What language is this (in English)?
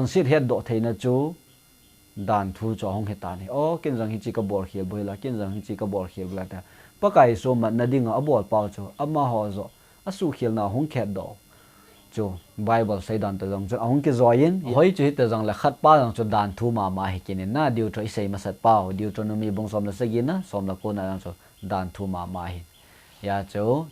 Thado Chin